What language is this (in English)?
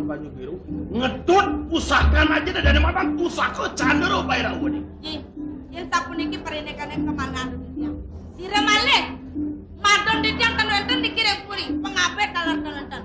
Balinese